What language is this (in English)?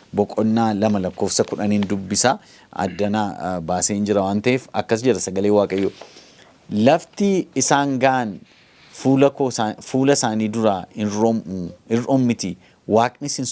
Oromo